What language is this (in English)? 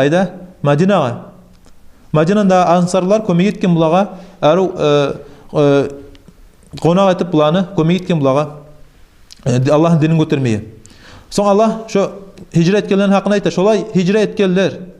Kumyk